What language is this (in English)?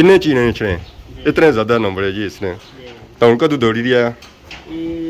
Pahari-Potwari